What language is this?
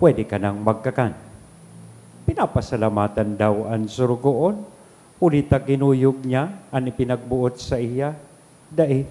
Bikol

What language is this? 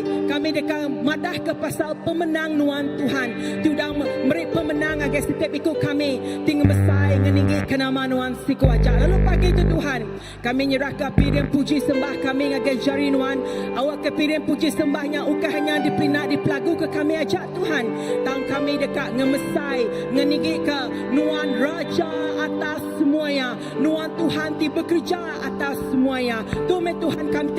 Iban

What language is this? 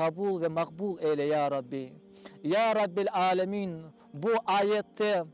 Crimean Tatar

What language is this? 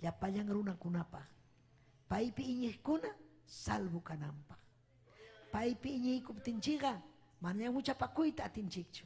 Ayacucho Quechua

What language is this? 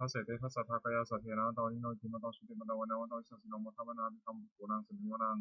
Pali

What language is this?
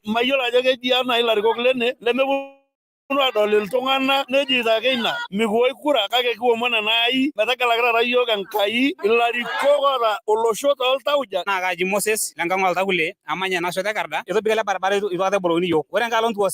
Masai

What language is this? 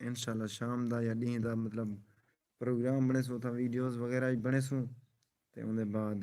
Saraiki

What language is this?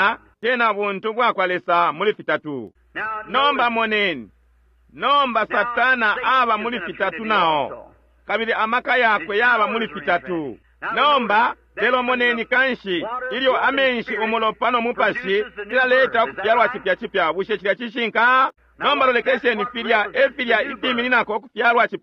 Bemba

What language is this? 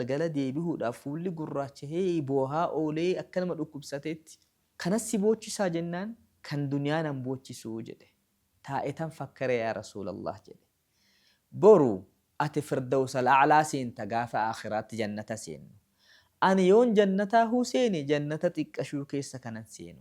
Oromo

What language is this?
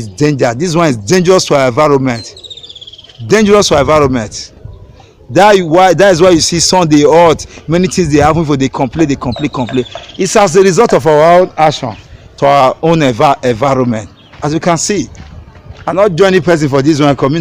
Nigerian Pidgin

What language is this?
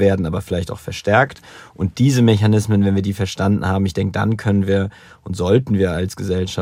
German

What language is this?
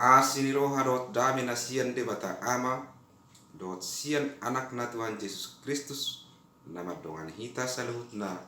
Batak Toba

